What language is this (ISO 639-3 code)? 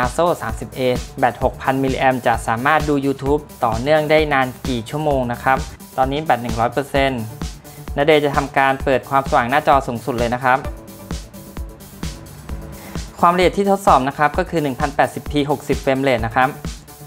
tha